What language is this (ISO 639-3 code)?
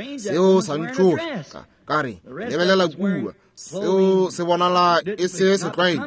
nso